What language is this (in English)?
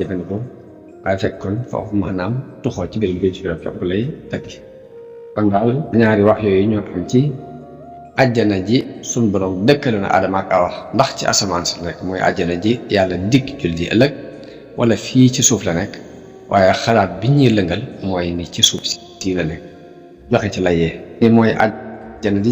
Wolof